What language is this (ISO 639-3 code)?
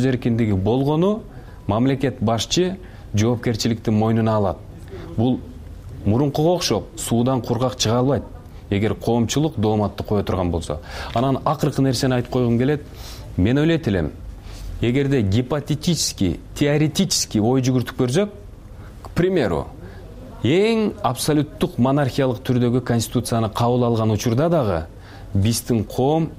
kir